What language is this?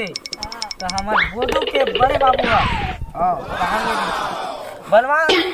Chhattisgarhi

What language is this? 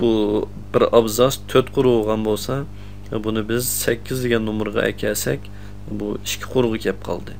Uyghur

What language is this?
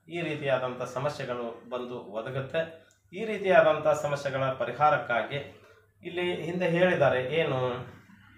Kannada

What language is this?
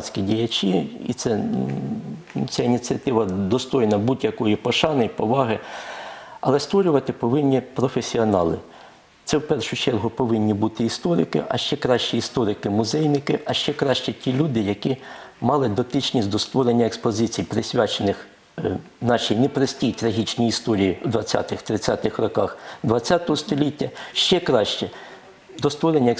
Ukrainian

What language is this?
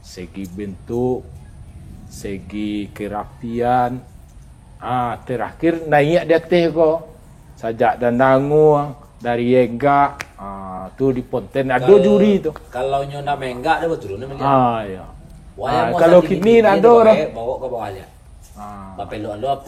Minangkabau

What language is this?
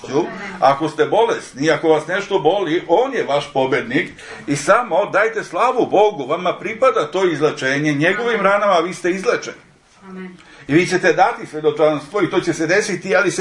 Serbian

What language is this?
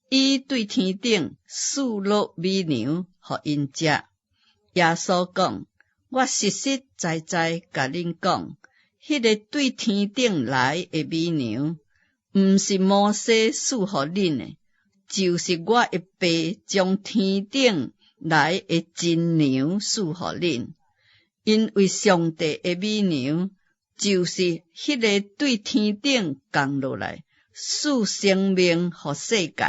Min Nan Chinese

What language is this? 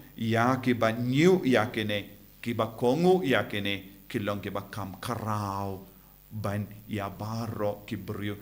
Khasi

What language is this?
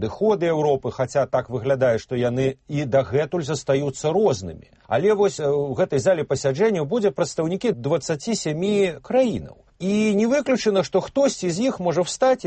Belarusian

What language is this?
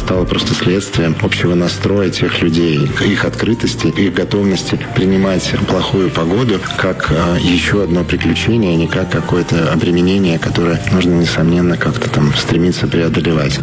Russian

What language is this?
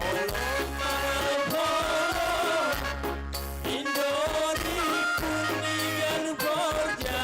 Batak Simalungun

